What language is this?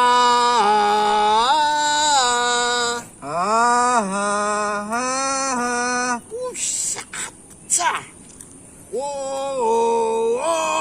Betawi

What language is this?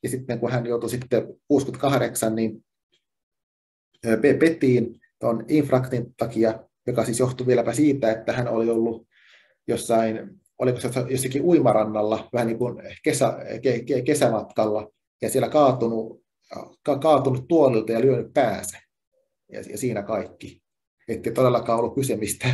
Finnish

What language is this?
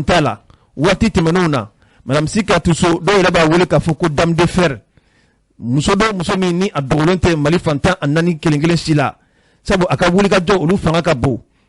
Bambara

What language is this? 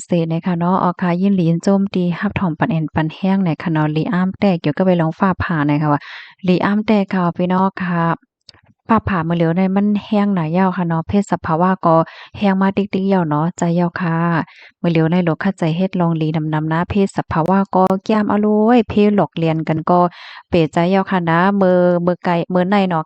Shan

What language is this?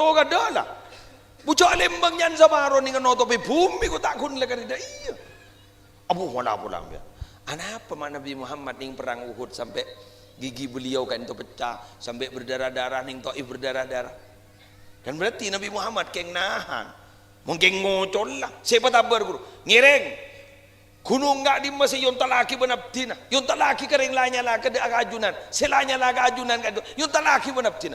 Madurese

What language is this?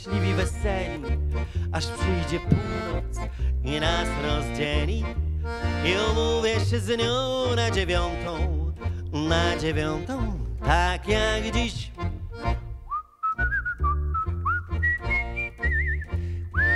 Polish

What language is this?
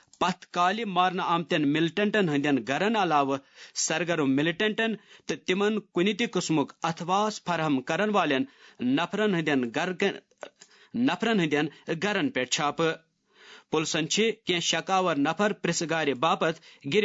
Kashmiri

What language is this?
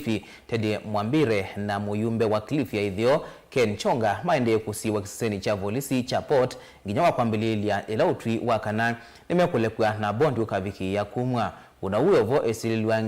Kamba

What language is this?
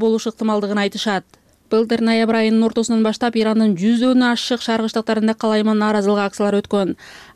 Kyrgyz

